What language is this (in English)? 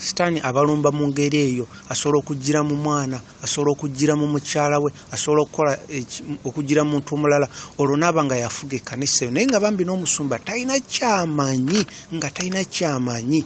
Ganda